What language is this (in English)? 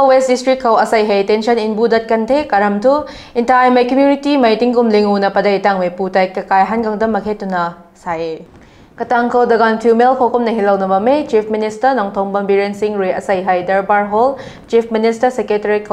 Rongmei Naga